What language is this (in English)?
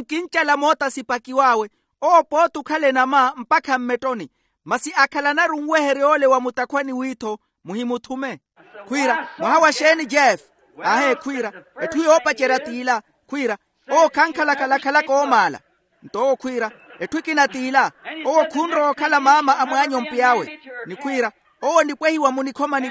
Makhuwa